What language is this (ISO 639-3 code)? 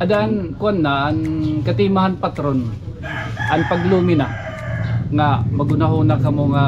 war